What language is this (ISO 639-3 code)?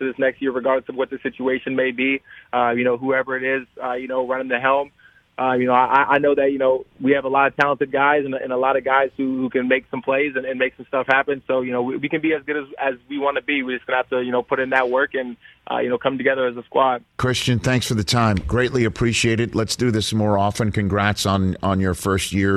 eng